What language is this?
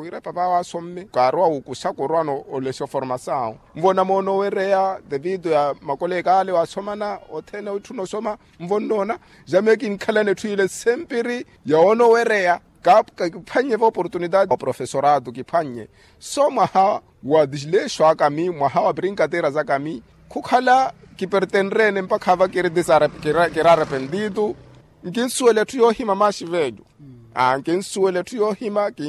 Makhuwa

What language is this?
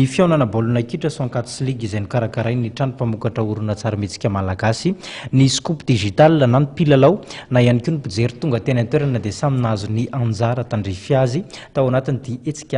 Malagasy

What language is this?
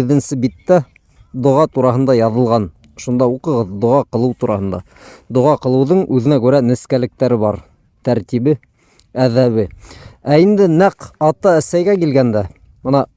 Bashkir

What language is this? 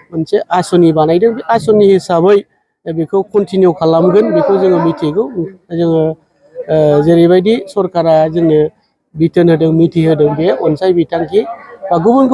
Bodo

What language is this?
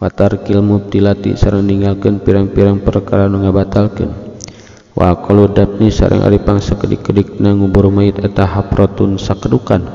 Sundanese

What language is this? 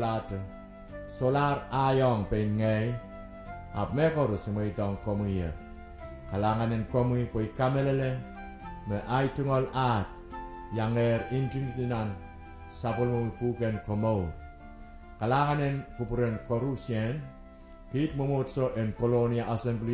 Pohnpeian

